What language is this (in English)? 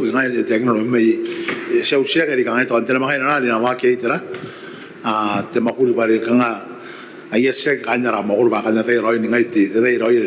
Gilbertese